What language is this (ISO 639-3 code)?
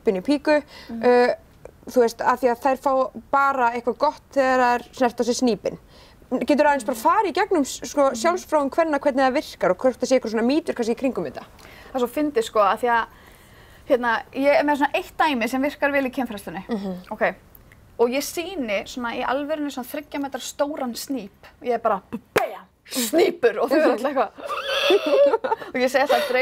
isl